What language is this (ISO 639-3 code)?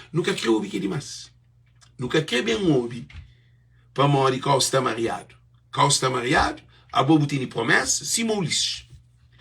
kea